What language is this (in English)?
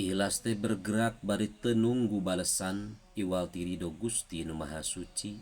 Sundanese